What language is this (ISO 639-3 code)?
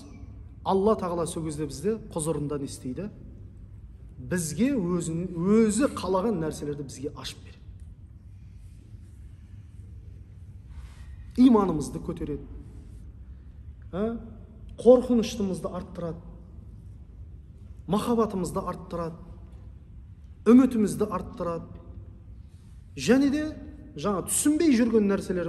kaz